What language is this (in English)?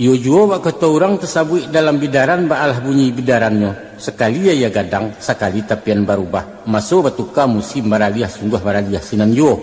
Minangkabau